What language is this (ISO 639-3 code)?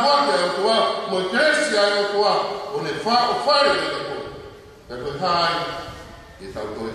ton